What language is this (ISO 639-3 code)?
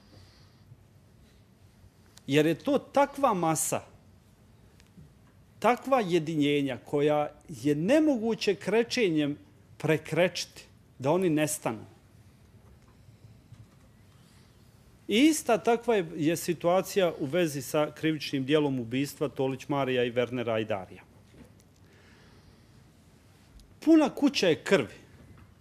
bos